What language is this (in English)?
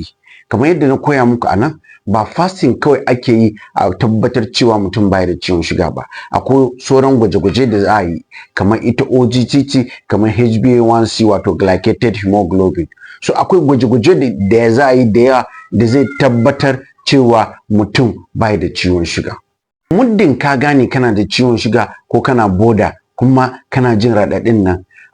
Hausa